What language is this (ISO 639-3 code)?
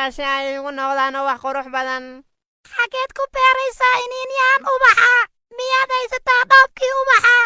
som